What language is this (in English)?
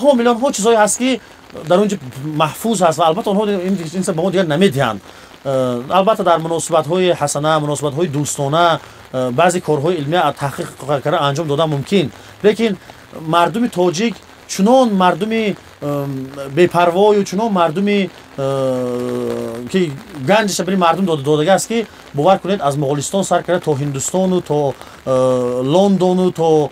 Tajik